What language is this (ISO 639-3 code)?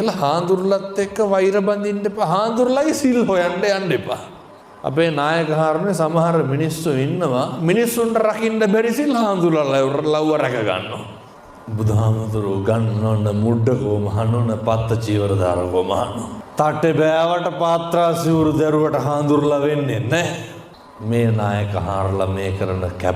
sin